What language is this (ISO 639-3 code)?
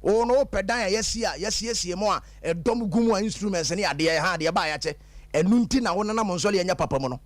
aka